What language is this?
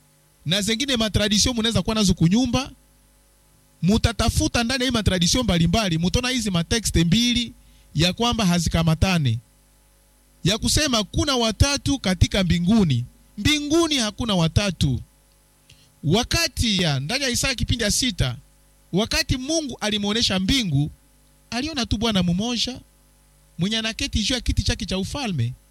Swahili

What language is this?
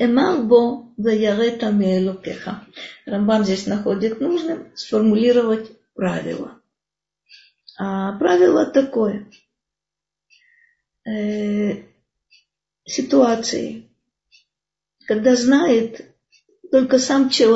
Russian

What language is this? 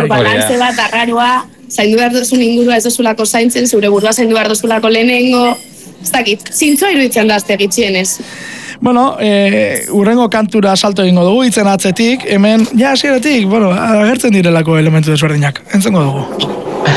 Basque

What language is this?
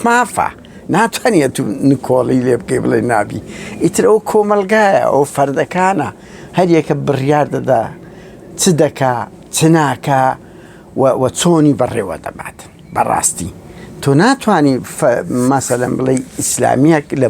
Central Kurdish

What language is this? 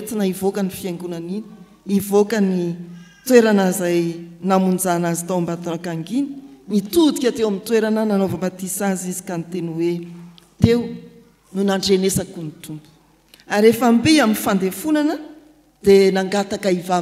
Malagasy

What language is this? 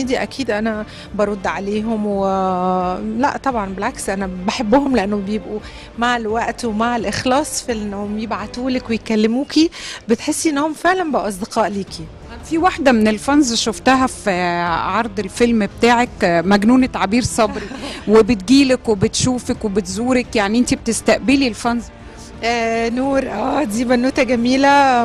Egyptian Arabic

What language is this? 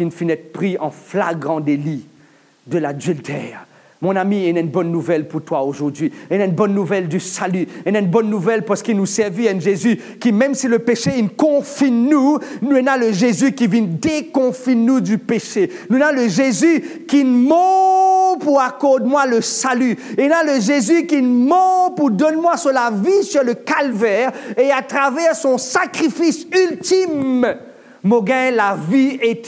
Morisyen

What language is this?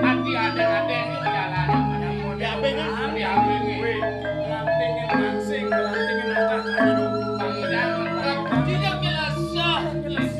Balinese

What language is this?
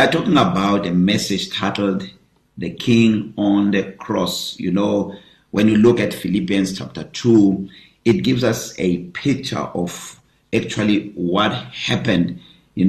English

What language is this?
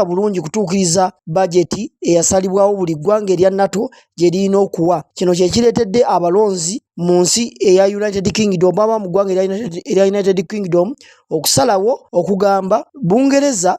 Ganda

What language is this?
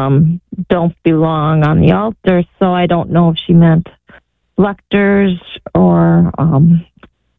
English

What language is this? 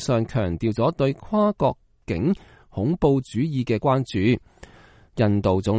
Cantonese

